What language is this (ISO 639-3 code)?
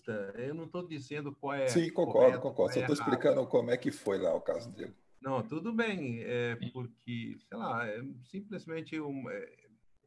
por